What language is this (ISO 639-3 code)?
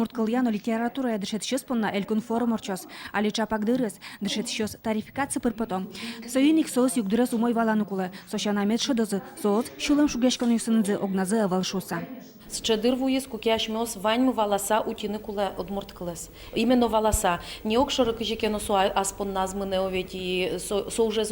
udm